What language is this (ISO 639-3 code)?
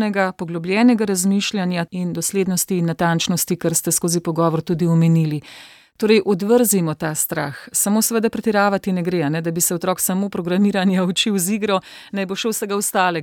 slv